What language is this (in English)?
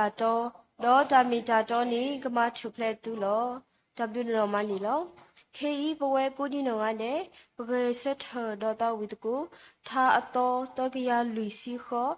S'gaw Karen